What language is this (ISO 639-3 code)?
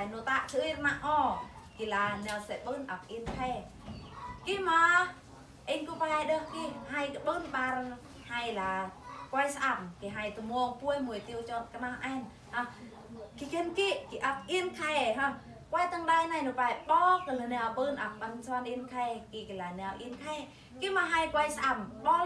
bru